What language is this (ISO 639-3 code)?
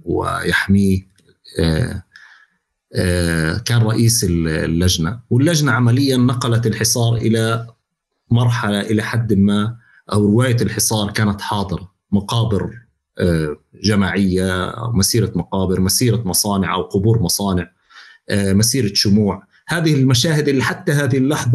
apc